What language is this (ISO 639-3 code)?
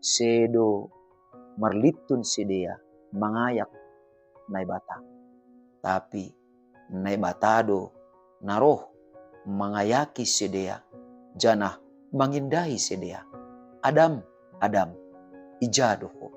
bts